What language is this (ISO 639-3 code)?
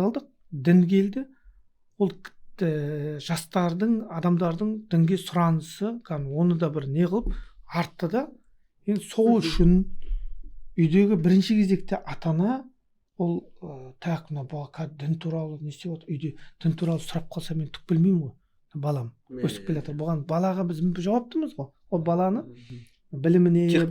kaz